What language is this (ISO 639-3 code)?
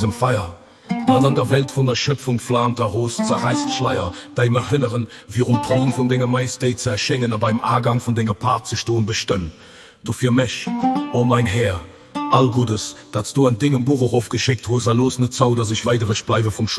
ltz